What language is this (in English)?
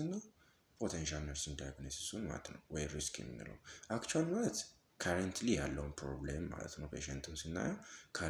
Amharic